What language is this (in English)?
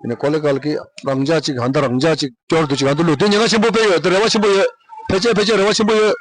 Tibetan